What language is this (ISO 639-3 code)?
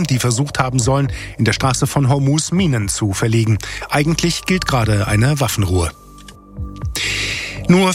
deu